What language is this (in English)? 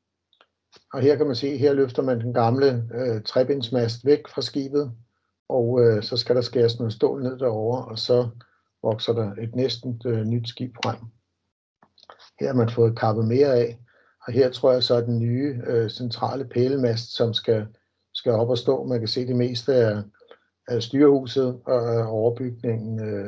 Danish